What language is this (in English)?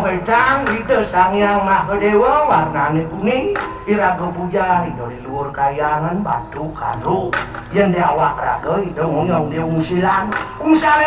Balinese